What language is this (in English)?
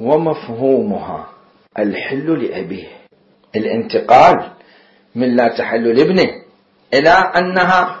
Mesopotamian Arabic